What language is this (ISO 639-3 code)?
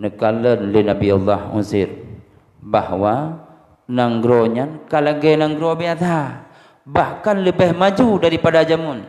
ace